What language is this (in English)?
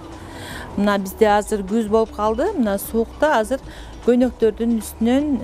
Kyrgyz